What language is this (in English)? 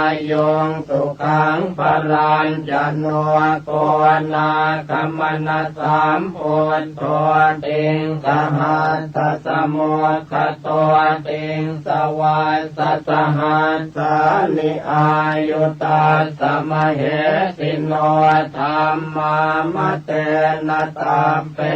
Pali